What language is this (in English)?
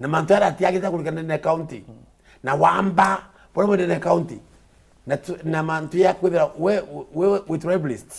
Meru